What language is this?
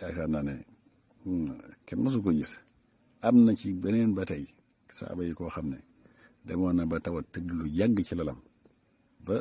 Wolof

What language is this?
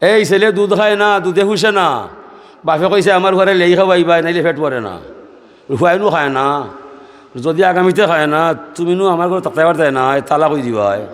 Sylheti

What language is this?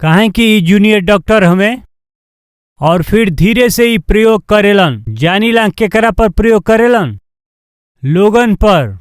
Bhojpuri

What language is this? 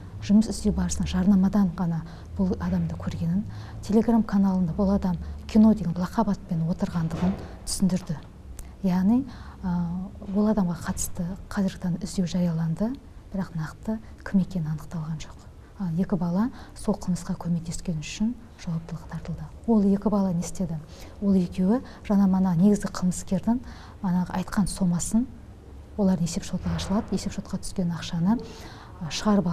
Kazakh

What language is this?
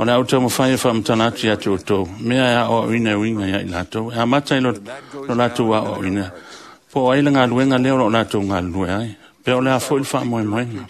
Samoan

